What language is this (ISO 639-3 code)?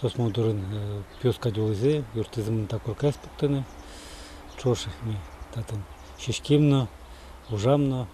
udm